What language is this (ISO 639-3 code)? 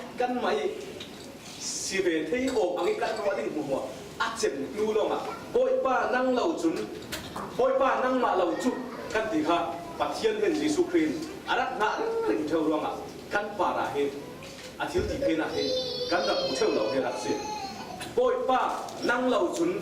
cfm